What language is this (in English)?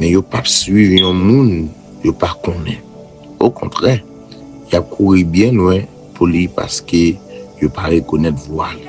Haitian Creole